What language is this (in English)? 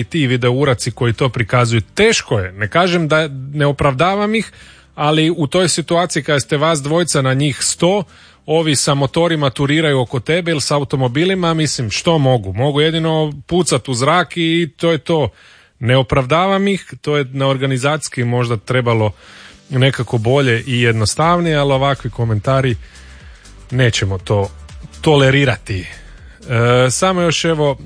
Croatian